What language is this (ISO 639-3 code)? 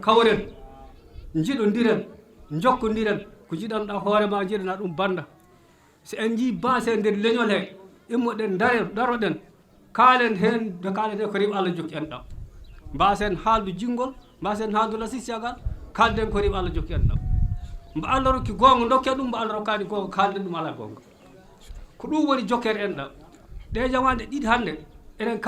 ful